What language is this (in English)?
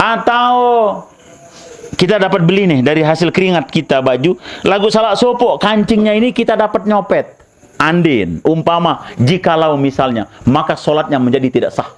Sasak